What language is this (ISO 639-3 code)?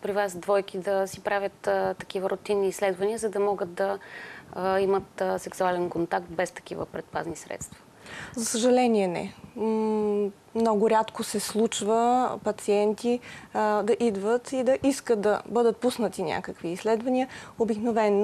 bul